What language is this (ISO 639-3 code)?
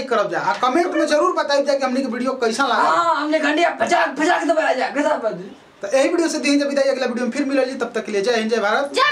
bho